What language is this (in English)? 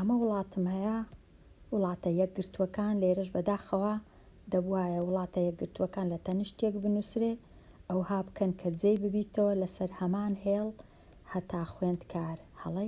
Central Kurdish